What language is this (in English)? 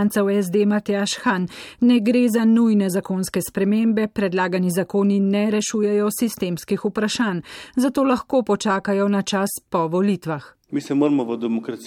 Slovenian